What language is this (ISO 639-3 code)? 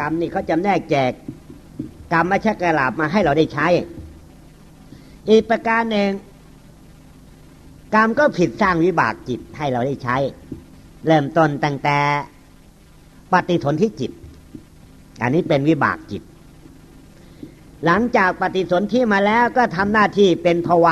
tha